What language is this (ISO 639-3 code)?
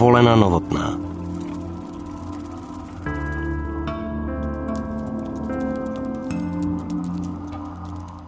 ces